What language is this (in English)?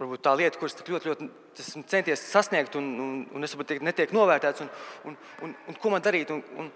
Latvian